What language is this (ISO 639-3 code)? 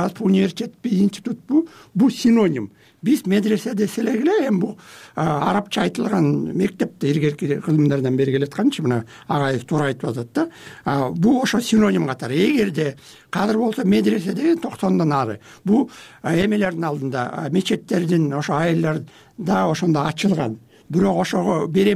kir